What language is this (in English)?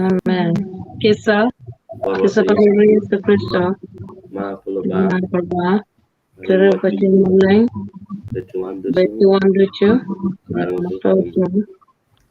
Acoli